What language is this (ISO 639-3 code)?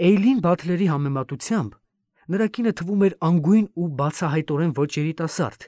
hye